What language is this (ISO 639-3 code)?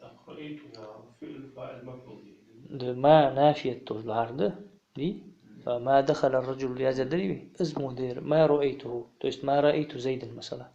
inh